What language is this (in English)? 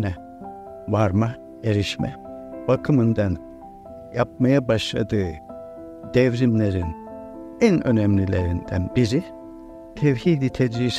Turkish